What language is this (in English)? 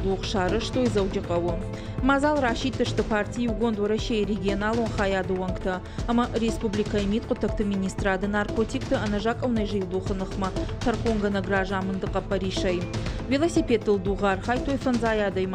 Ossetic